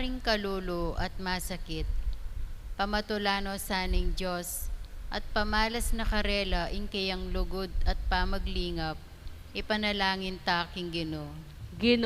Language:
Pampanga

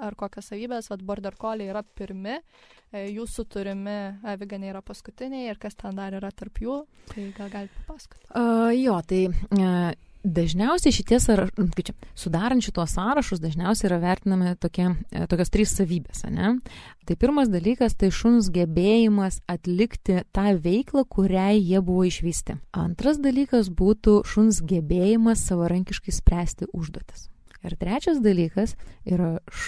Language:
Lithuanian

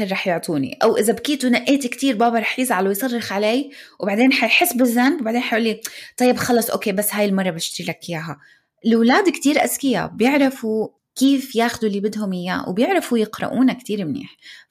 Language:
North Levantine Arabic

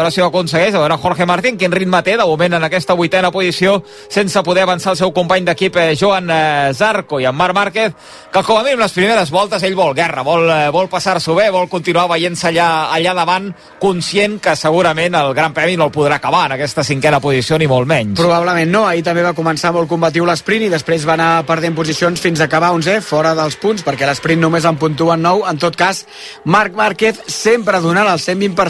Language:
Catalan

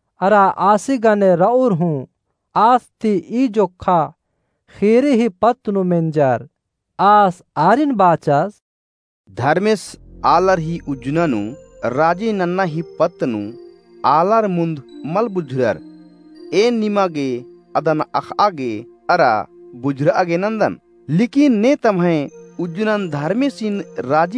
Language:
Kurukh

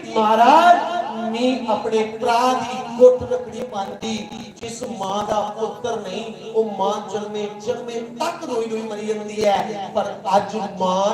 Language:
Dogri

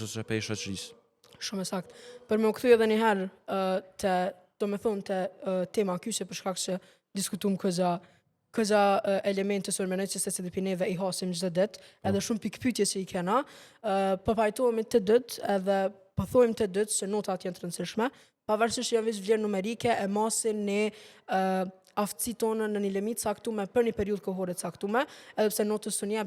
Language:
Albanian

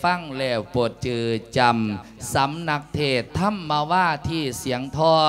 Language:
Lao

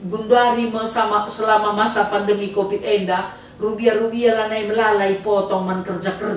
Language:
Batak Karo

